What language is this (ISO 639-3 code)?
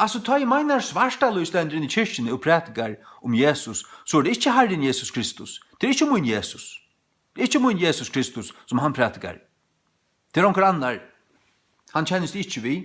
fao